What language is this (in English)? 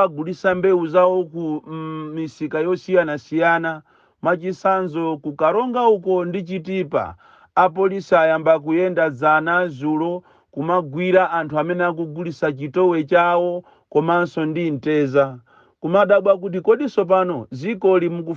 Nyanja